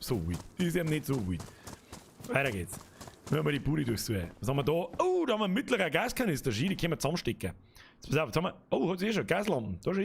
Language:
Bavarian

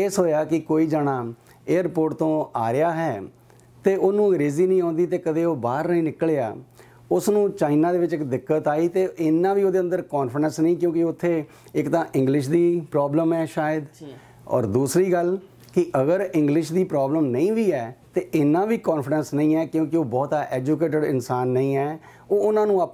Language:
Punjabi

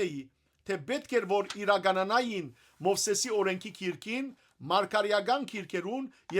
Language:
Western Armenian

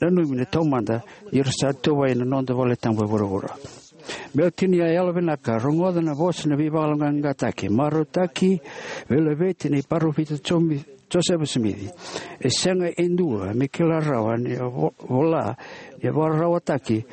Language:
Fijian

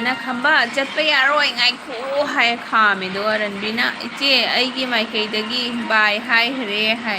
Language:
Manipuri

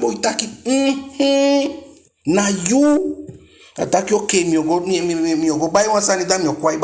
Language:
Eastern Maroon Creole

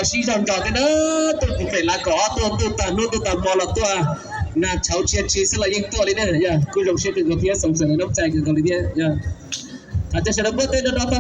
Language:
Hmong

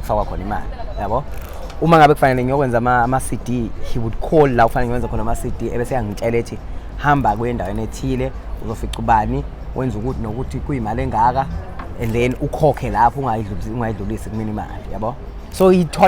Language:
Zulu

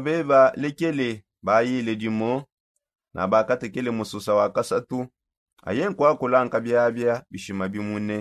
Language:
Songe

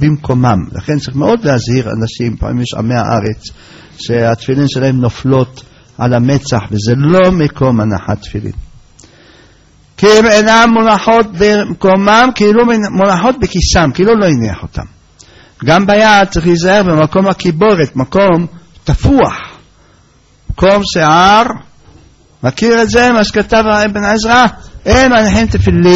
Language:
Hebrew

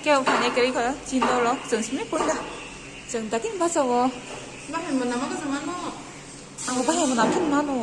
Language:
Kok Borok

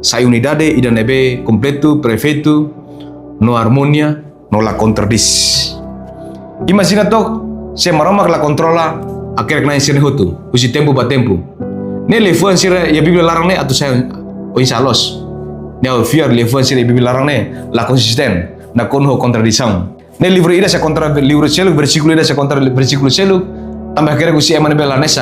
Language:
Tetum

